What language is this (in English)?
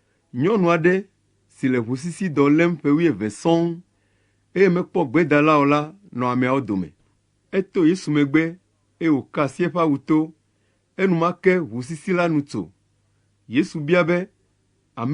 Ewe